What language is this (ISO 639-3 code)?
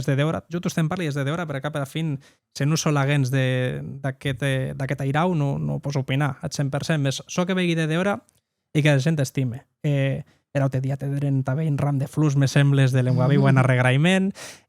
oci